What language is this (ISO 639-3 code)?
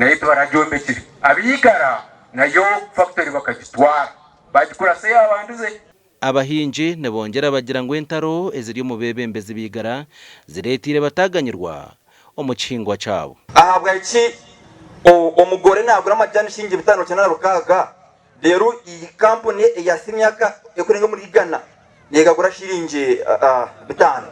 nyn